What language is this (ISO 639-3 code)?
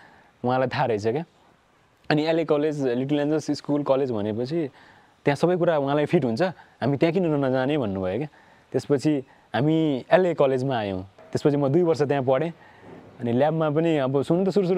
nep